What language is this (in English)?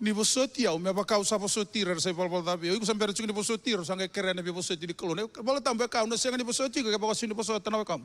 Fijian